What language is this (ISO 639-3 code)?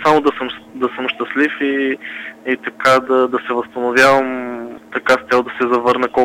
bul